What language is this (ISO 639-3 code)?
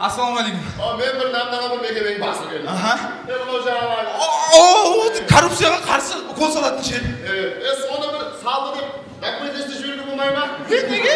kaa